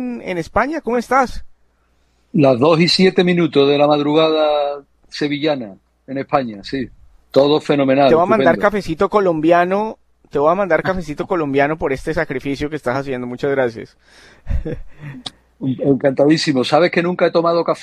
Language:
Spanish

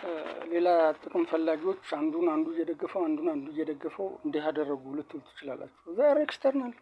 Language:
Amharic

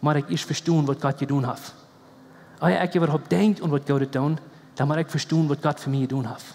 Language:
Plautdietsch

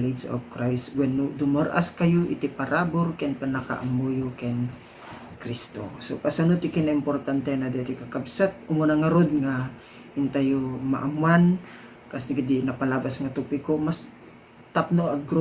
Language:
Iloko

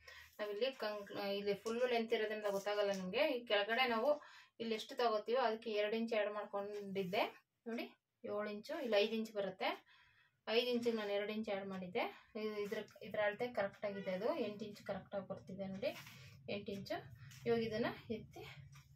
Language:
Kannada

